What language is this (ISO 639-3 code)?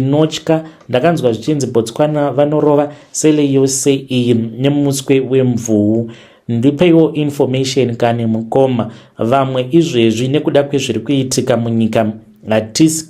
sna